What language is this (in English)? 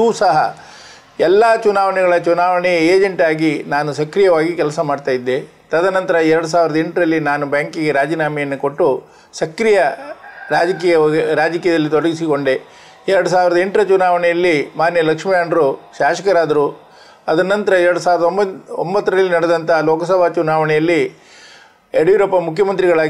Kannada